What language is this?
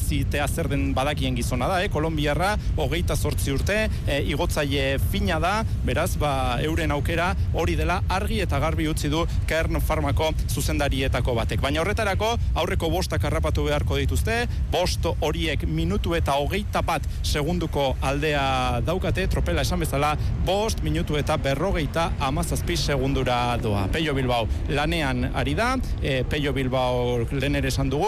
Basque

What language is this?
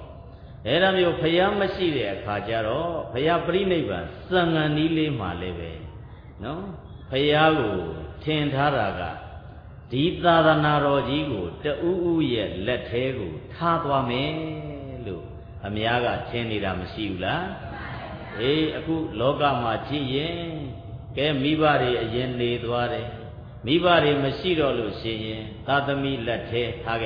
Burmese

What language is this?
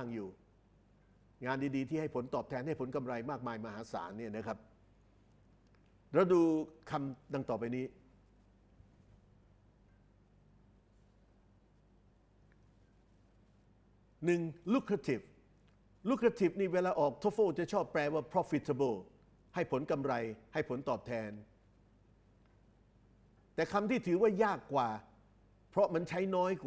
Thai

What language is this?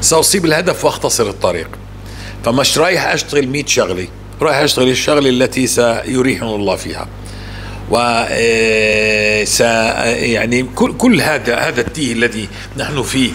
North Levantine Arabic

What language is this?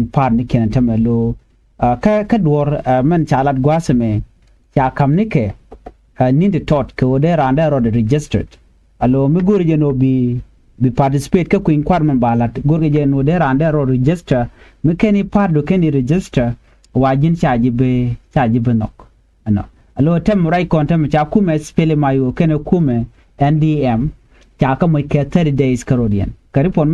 Nuer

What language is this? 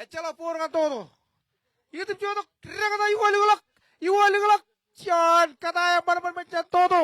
Marshallese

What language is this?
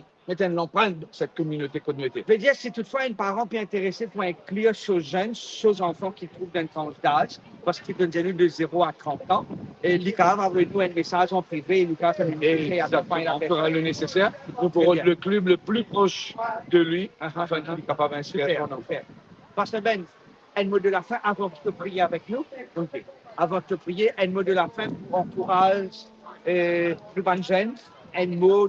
Morisyen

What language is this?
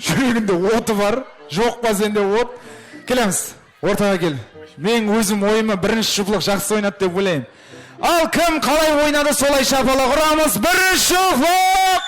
Kara-Kalpak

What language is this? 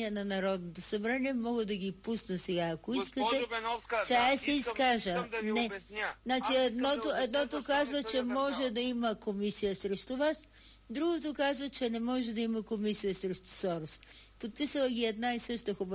Bulgarian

